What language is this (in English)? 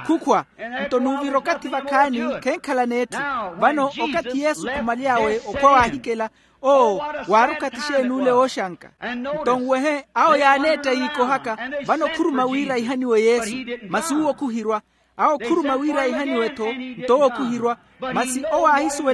Makhuwa